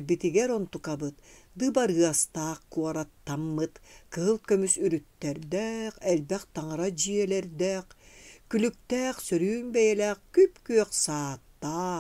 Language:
Yakut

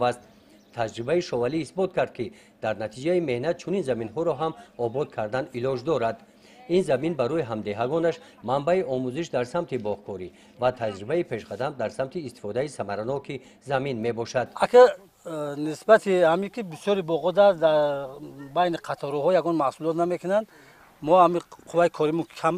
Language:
Tajik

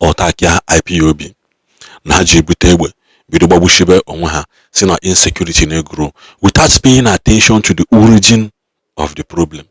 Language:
Igbo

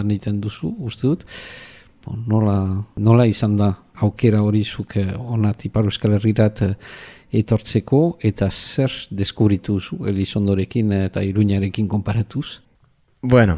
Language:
Basque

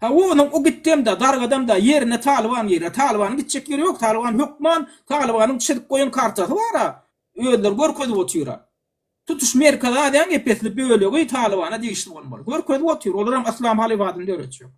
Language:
Turkmen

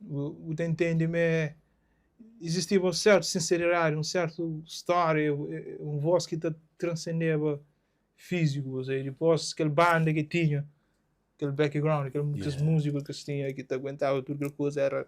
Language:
Kabuverdianu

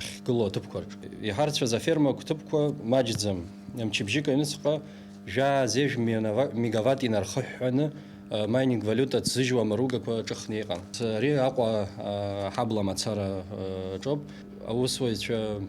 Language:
Abkhazian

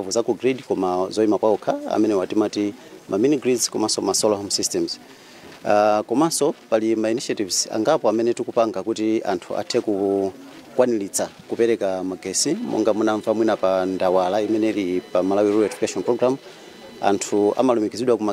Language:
Nyanja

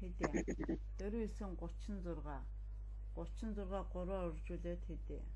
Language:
Mongolian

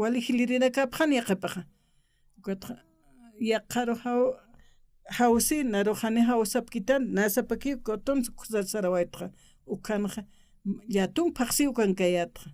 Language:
Aymara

